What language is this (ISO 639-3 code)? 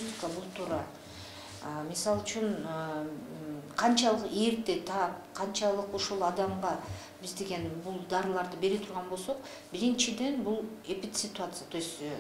kir